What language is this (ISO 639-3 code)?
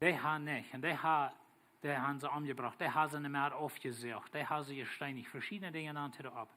pdt